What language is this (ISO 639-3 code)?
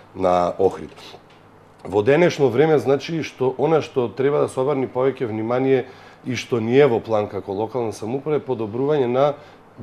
mkd